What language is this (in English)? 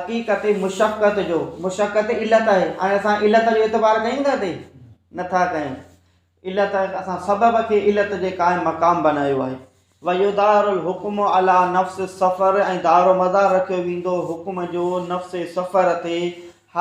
Sindhi